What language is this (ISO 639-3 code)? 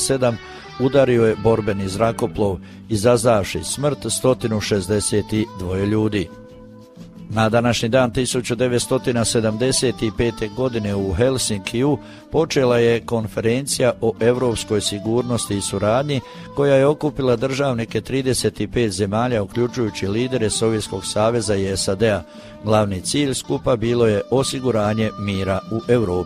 hrv